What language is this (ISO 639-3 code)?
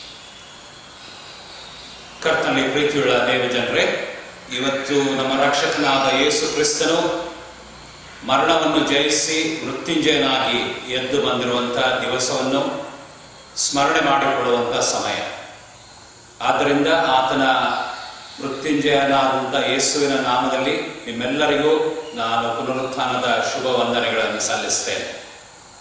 kan